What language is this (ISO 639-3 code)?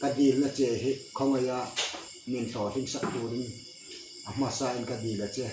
hmr